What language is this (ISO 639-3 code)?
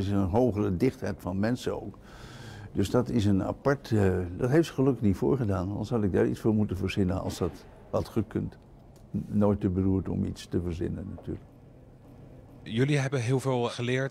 nld